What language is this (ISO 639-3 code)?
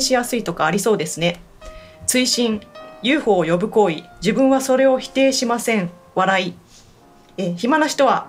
jpn